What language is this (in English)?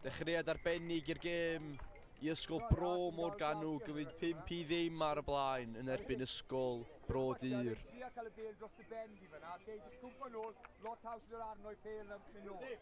Welsh